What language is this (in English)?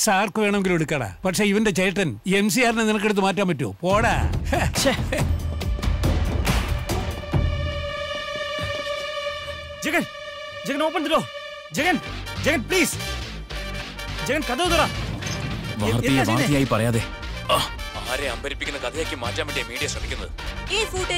Malayalam